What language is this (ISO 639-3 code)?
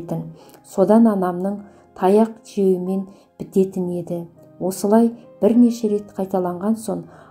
kaz